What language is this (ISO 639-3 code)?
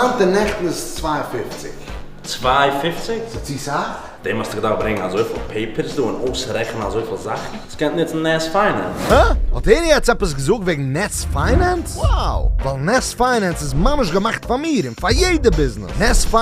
yid